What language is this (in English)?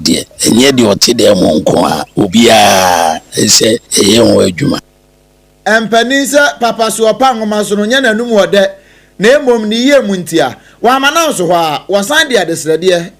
Akan